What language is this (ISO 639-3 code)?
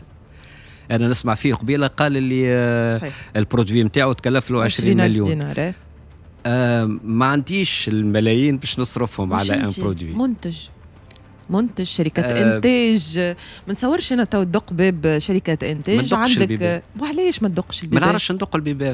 aeb